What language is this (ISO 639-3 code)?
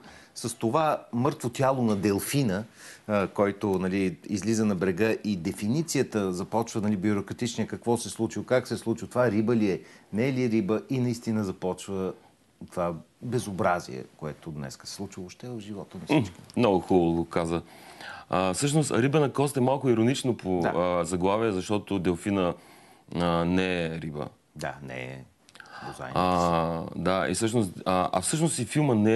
bul